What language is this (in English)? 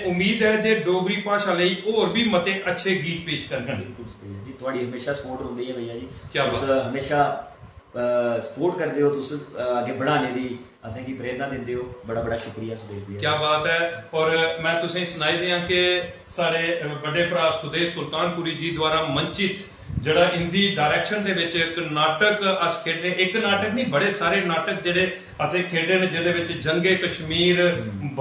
Dogri